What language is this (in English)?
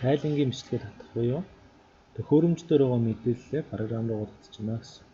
Mongolian